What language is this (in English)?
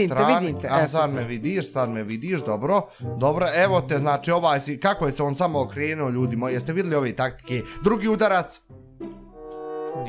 Bosnian